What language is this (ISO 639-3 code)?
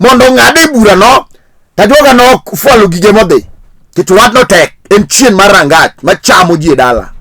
luo